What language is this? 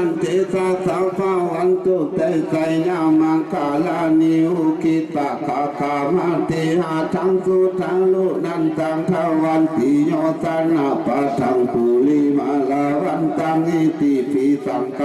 Pali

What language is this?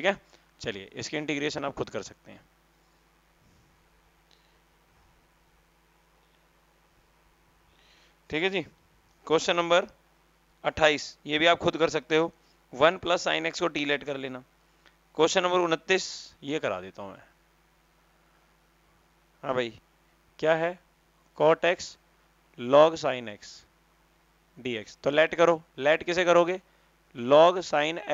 Hindi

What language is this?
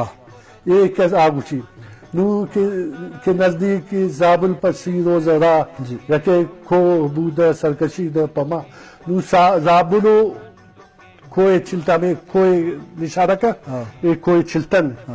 Eastern Balochi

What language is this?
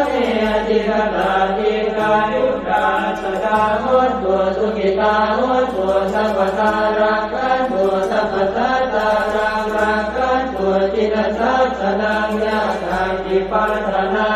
Pali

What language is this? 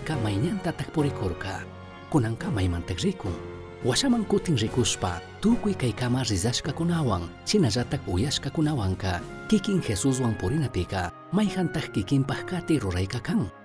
Chimborazo Highland Quichua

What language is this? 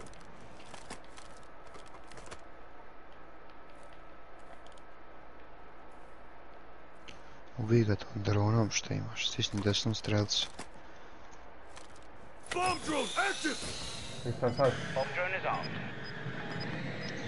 Croatian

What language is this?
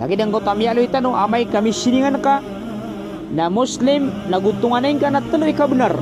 Maranao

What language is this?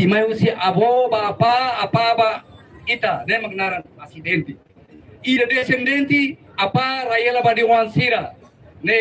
Tetum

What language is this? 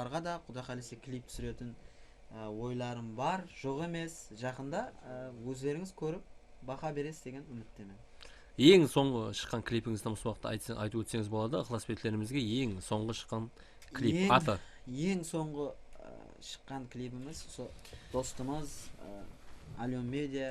Kara-Kalpak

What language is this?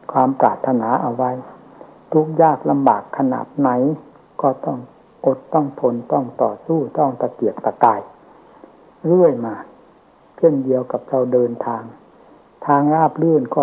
Thai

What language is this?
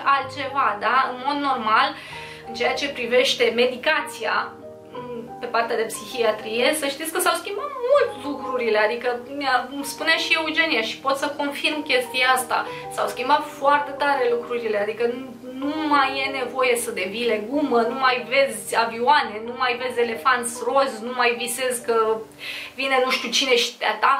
Romanian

